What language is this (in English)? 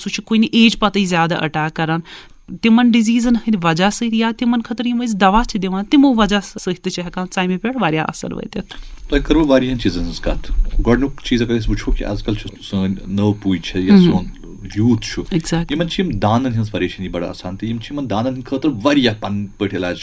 Kashmiri